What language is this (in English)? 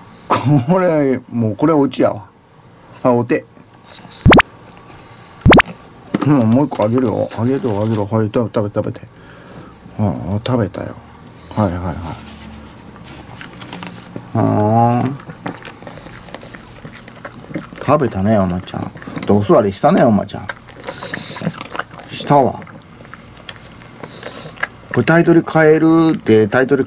Japanese